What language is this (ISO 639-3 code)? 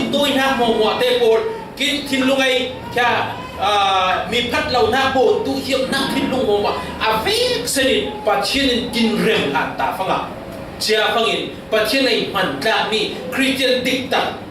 cfm